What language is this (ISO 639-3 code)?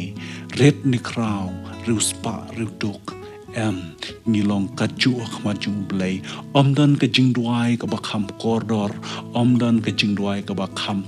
kha